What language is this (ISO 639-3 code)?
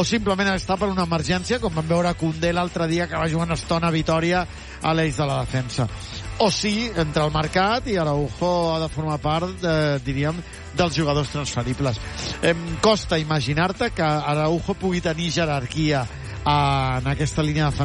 cat